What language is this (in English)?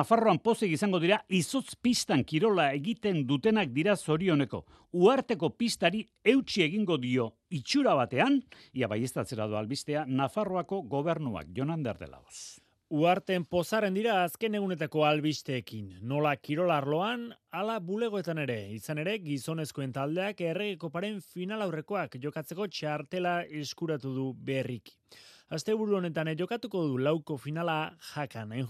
Basque